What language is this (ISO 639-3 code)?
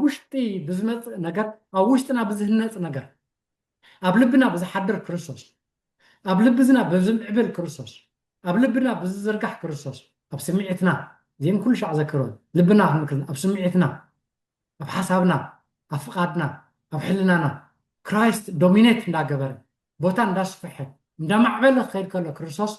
tir